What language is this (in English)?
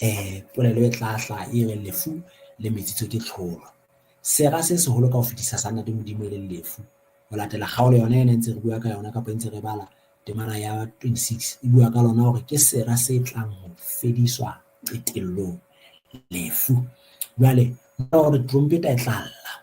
Southern Sotho